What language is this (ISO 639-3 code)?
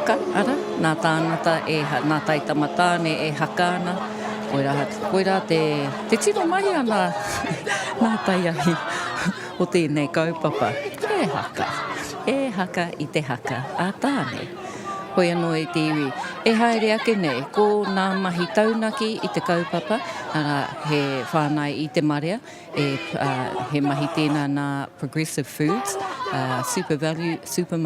mri